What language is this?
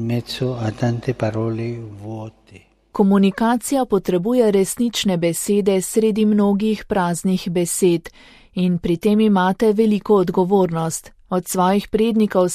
Slovenian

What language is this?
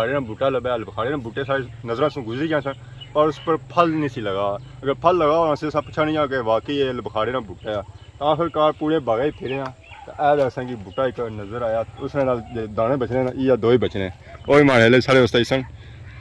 Pahari-Potwari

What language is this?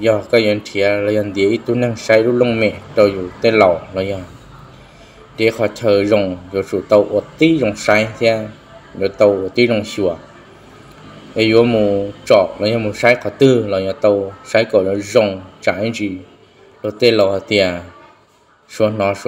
Vietnamese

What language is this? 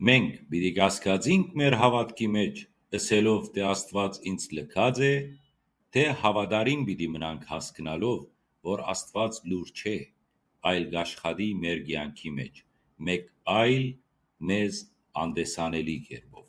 Western Armenian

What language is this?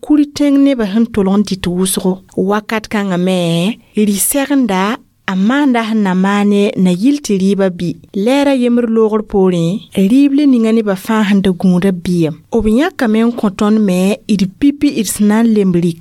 Mossi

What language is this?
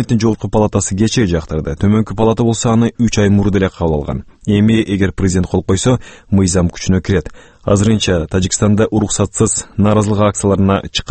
Kyrgyz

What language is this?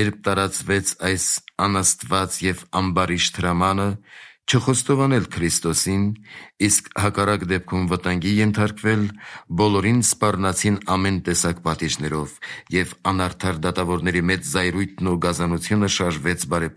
Armenian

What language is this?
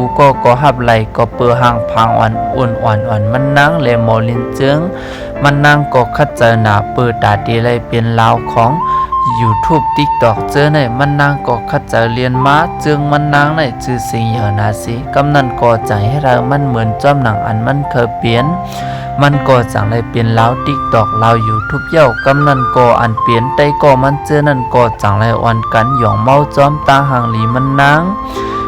Shan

